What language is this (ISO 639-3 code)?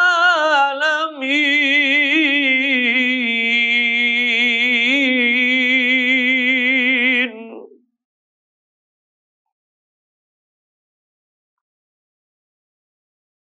urd